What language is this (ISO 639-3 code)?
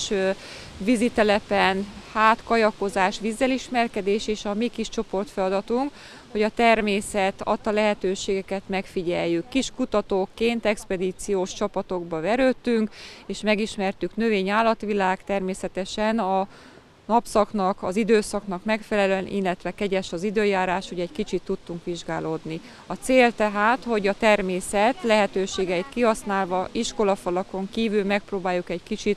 hun